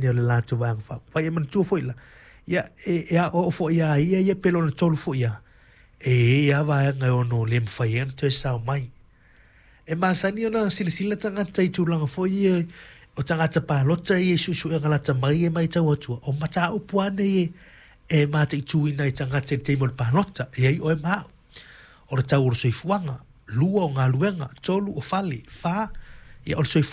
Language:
Samoan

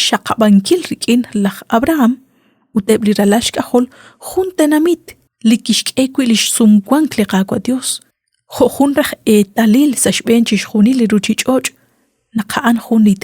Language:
Kekchí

